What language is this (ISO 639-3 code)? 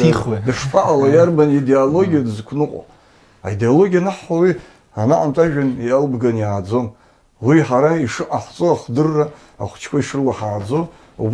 abk